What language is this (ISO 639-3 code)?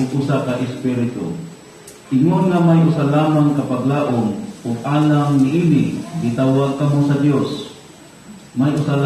ceb